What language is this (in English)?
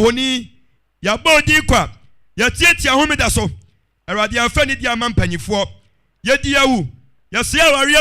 Akan